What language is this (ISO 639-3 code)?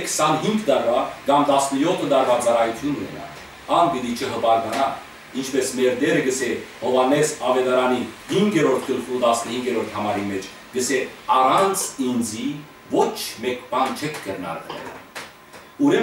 hyw